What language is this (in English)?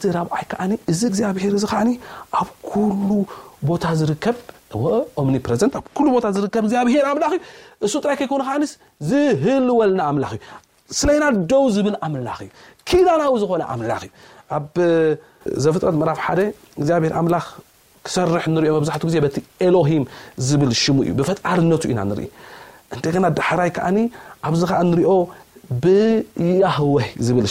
Tigrinya